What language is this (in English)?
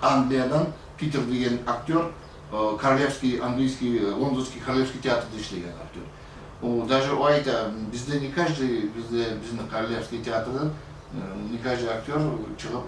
Kumyk